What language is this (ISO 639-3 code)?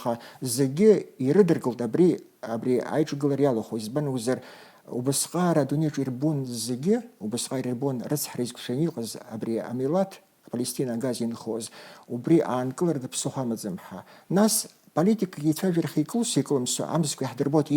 abk